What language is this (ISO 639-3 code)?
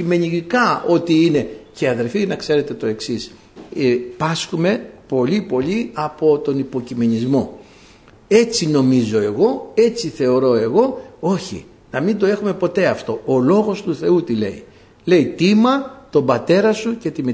ell